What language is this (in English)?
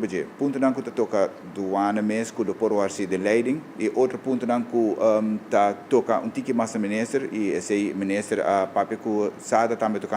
Papiamento